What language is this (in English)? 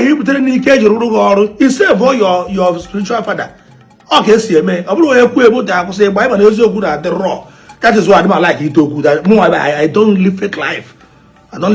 Igbo